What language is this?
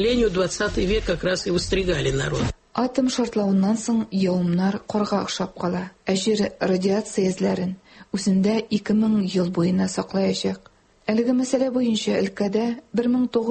Tatar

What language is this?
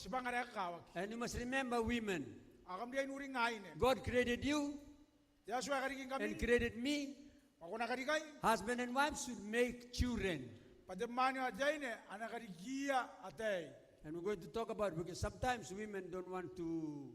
Gilbertese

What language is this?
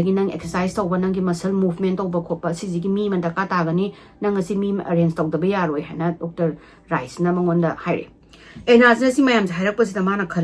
Manipuri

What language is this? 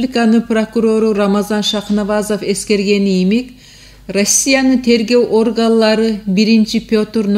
Kumyk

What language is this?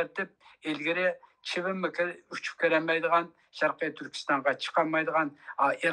Uyghur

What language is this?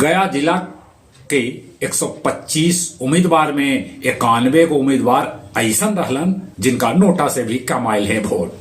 Magahi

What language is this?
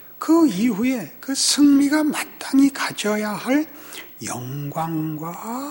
Korean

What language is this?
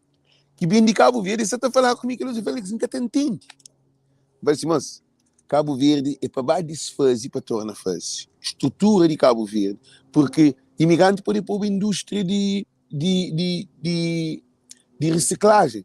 Kabuverdianu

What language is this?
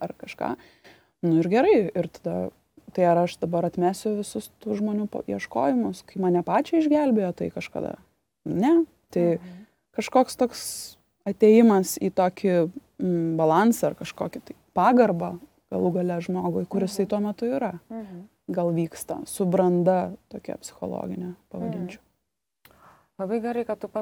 Lithuanian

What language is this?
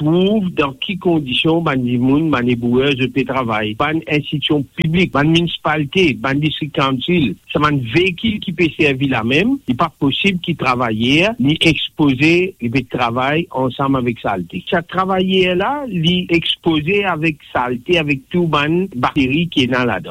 Morisyen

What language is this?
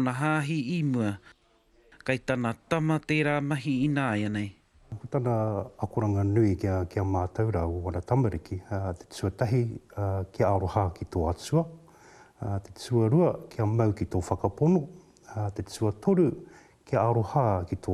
Māori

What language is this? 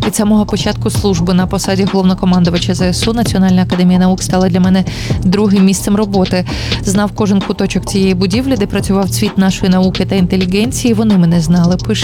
Ukrainian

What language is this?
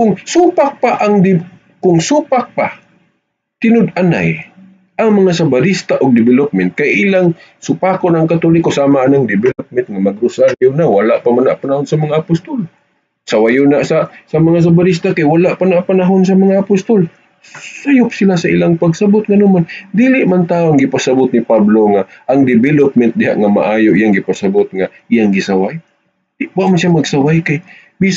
Cebuano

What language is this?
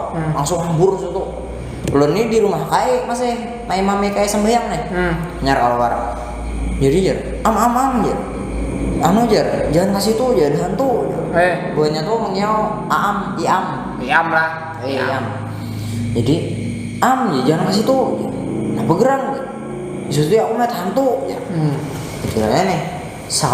Banjar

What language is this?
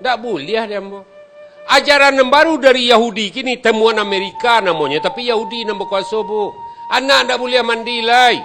Minangkabau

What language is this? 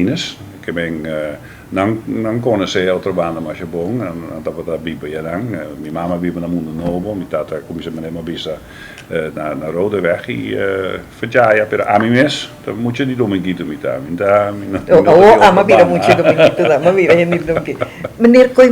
Papiamento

